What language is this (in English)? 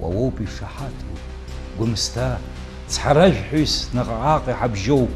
Abkhazian